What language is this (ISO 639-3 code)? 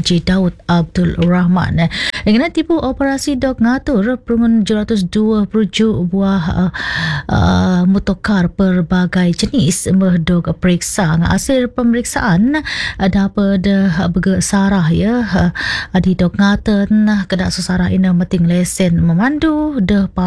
msa